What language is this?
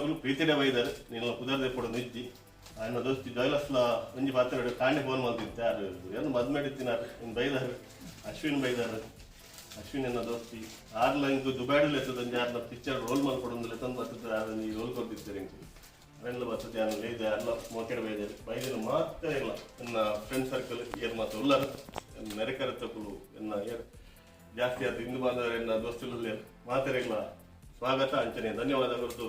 Tulu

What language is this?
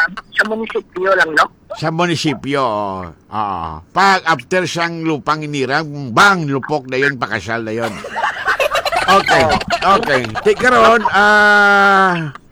Filipino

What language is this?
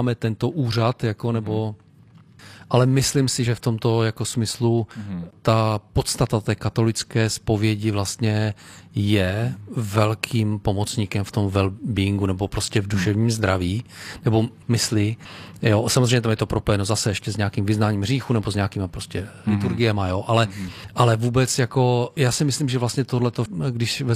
Czech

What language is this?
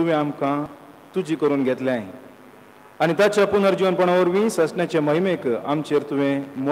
Konkani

